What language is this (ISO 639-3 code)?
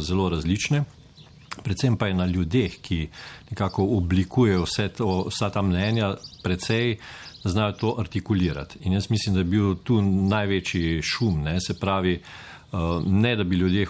slv